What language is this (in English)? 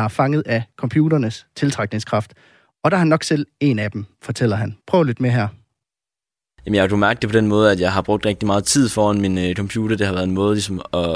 Danish